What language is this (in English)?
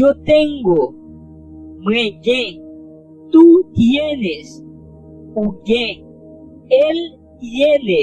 Haitian Creole